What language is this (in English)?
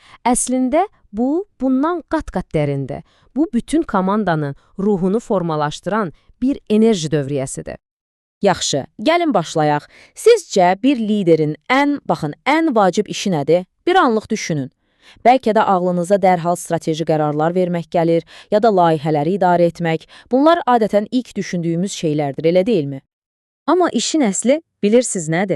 Azerbaijani